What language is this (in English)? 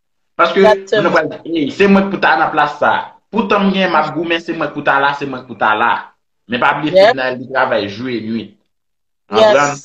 Haitian Creole